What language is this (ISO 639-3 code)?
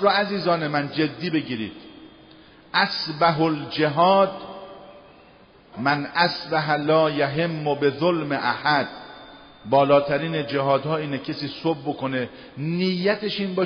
fas